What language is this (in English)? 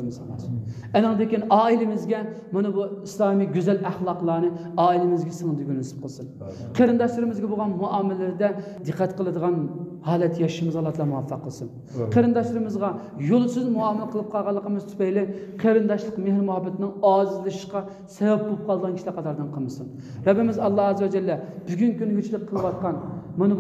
Uyghur